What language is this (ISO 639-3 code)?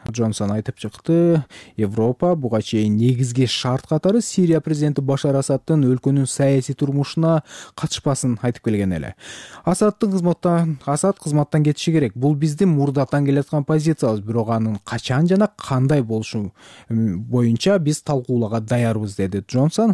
kir